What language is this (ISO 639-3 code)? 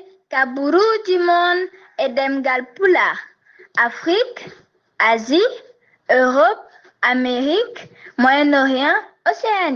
ful